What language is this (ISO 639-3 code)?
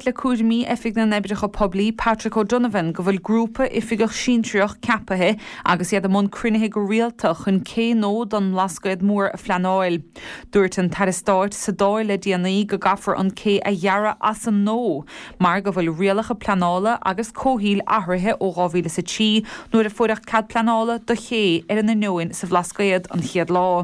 gle